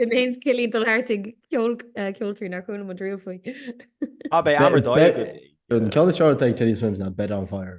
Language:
Irish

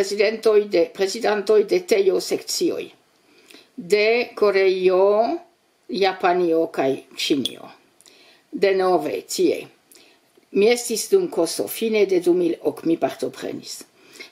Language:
Esperanto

